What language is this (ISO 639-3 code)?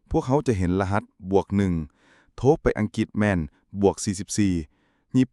lao